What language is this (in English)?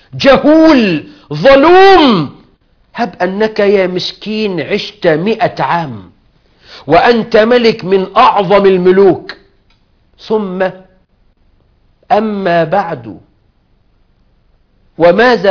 Arabic